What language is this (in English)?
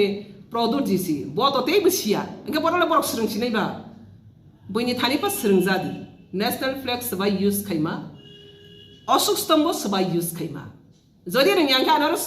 Kok Borok